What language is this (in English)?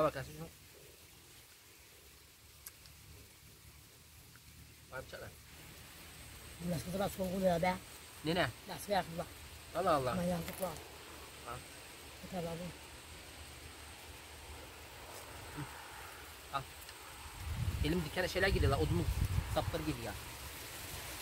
Turkish